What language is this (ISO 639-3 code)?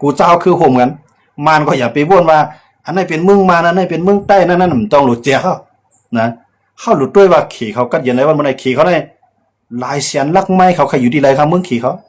shn